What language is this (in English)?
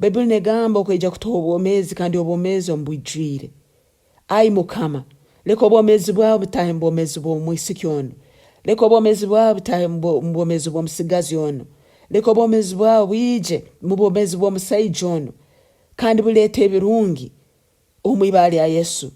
Nyankole